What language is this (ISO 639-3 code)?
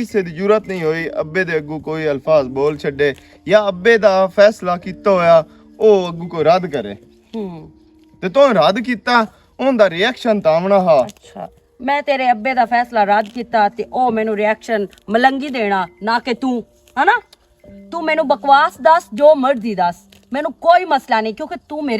lah